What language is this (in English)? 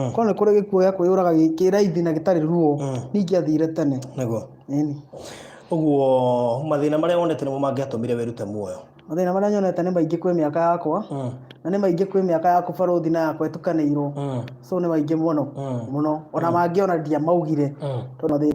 Kikuyu